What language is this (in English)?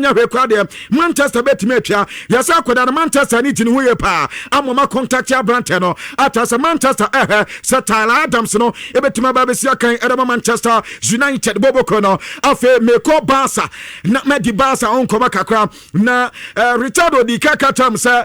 Akan